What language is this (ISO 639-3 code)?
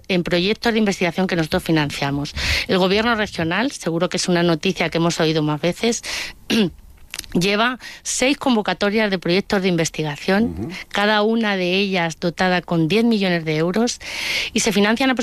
spa